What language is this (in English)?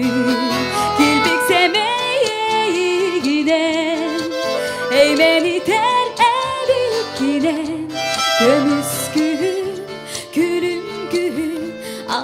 Yakut